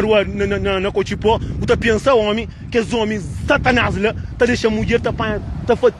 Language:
Kabuverdianu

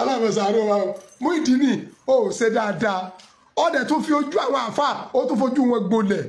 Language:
Yoruba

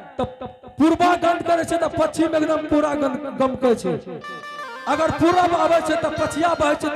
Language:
Angika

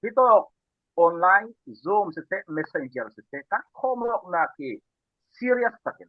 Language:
Falam Chin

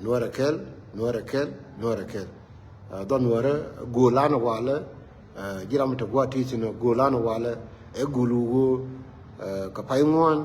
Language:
Nuer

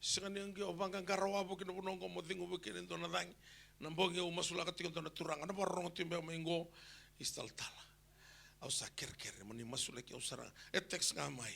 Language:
Fijian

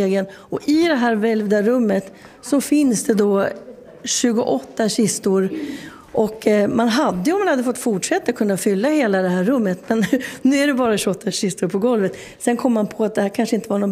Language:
Swedish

